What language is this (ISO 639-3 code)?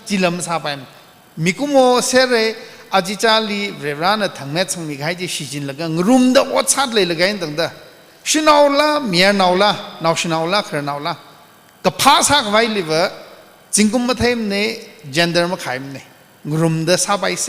nmf